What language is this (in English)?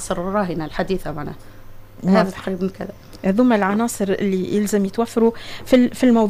Tunisian Arabic